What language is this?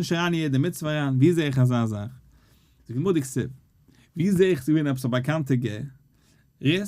Yiddish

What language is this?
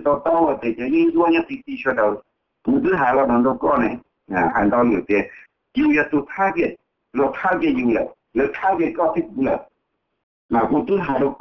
Hmong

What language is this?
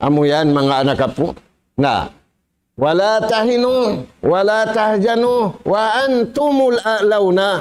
Tausug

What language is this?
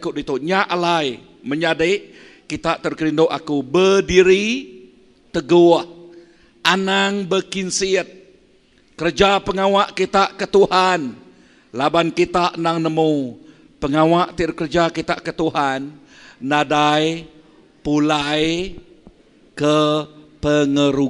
Iban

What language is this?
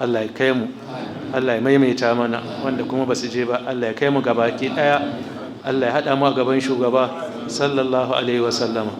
Hausa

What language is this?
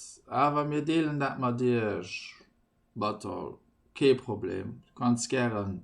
Luxembourgish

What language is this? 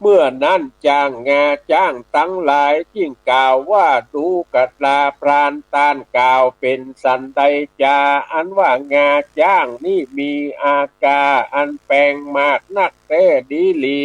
Northern Thai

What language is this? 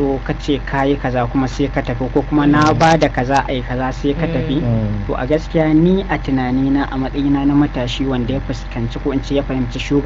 Hausa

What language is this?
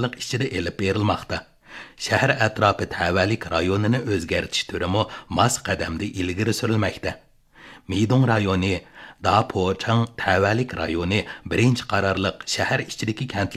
Uyghur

